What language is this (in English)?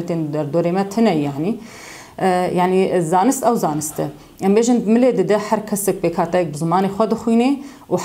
Kurdish